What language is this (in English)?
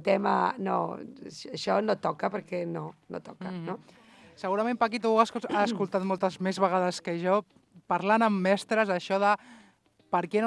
Catalan